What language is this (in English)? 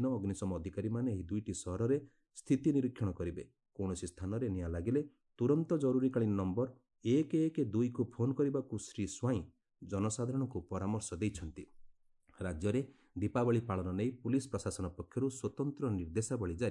Odia